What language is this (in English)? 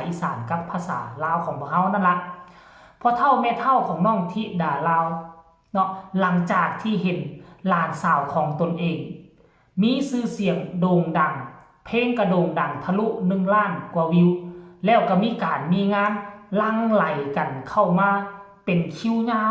Lao